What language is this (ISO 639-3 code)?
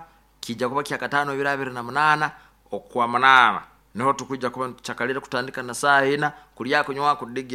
nyo